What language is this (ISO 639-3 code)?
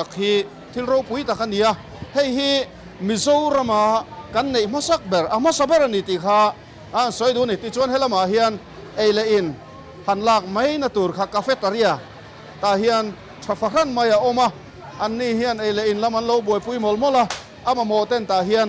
lus